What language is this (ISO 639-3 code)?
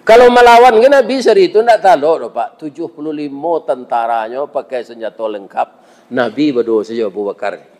min